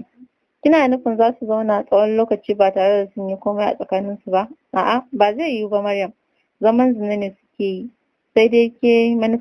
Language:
Hausa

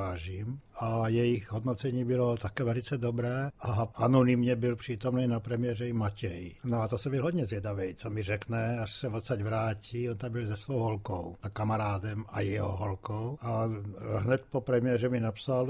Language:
Czech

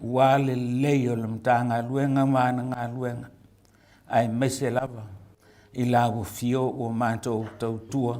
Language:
Samoan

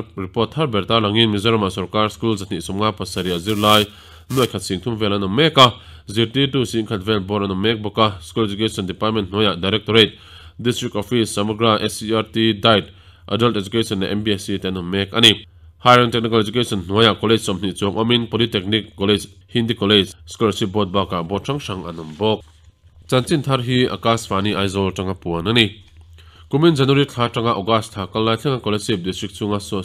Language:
Mizo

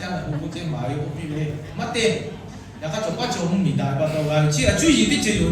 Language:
Lahu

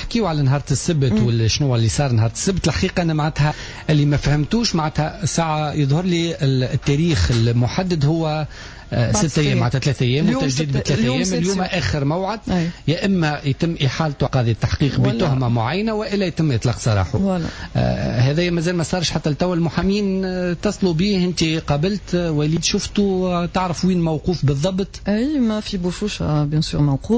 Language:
Tunisian Arabic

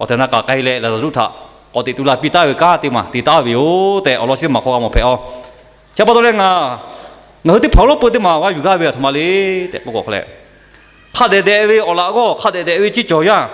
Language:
Lahu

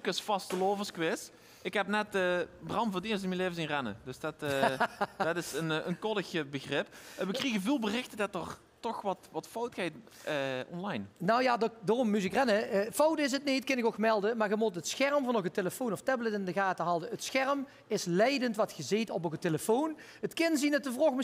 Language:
Limburgish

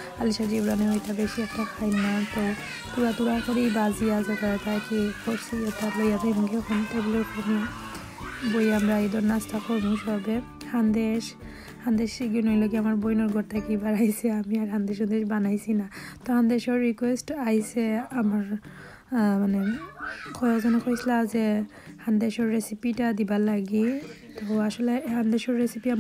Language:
Sylheti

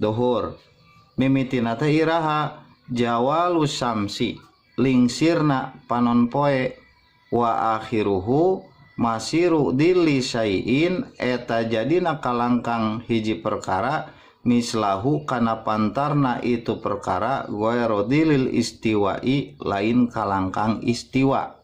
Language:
Sundanese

